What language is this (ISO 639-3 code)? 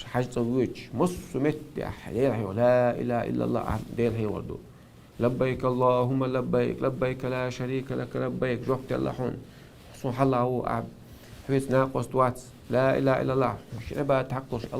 che